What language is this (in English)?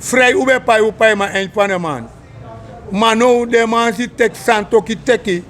Sranan Tongo